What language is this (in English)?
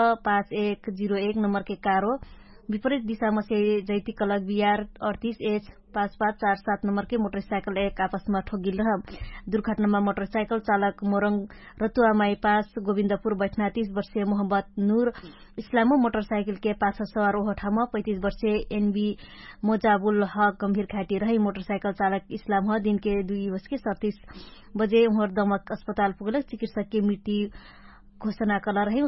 Dangaura Tharu